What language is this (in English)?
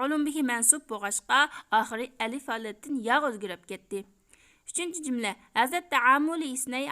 Uyghur